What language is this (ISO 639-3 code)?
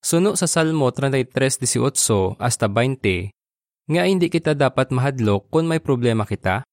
hil